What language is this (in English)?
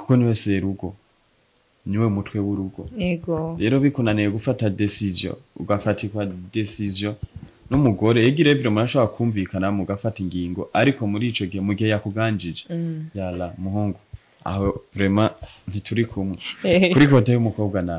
Rundi